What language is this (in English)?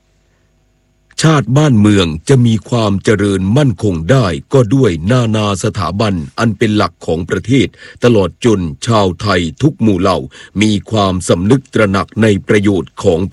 Thai